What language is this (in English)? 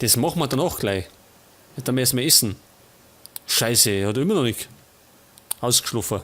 Bavarian